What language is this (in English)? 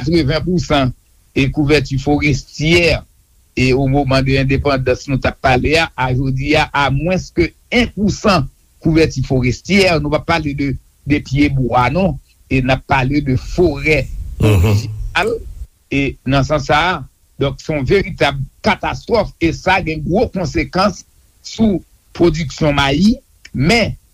Haitian Creole